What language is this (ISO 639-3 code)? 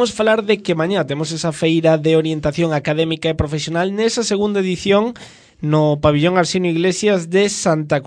glg